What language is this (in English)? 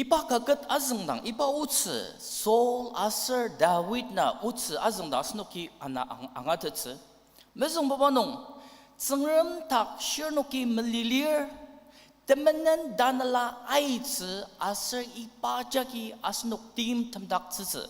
Ao Naga